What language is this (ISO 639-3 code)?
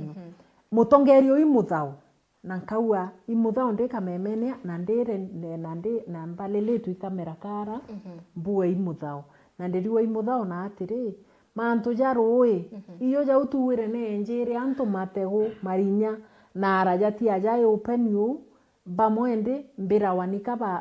mer